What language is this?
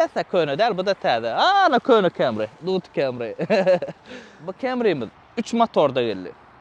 Turkmen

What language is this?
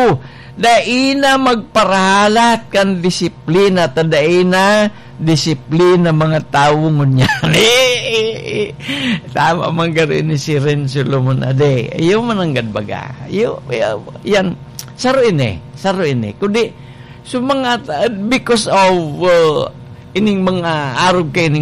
Bikol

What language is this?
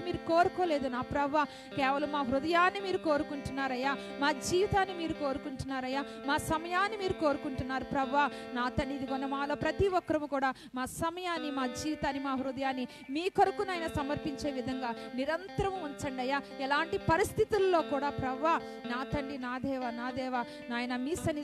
Telugu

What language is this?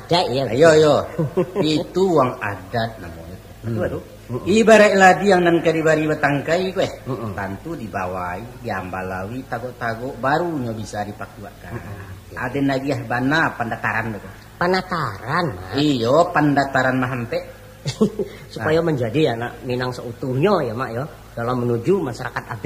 Minangkabau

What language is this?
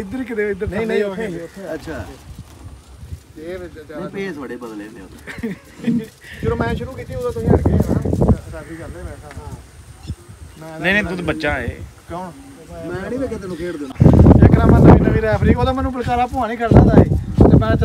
Punjabi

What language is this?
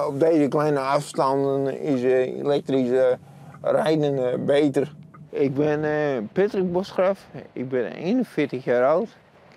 Western Frisian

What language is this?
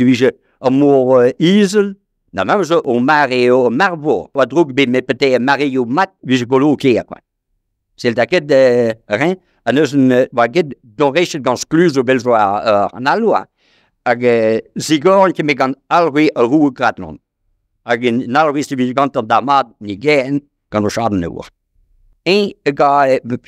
Breton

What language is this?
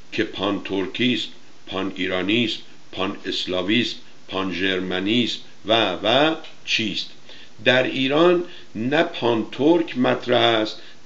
Persian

